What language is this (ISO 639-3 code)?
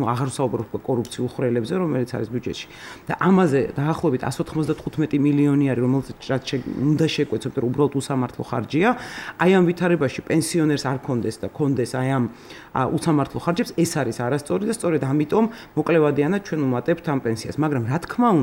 kat